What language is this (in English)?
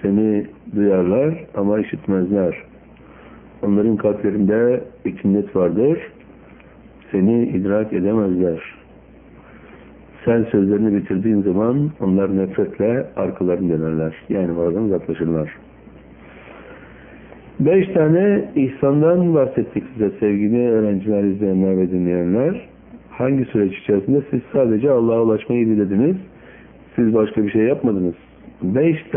Turkish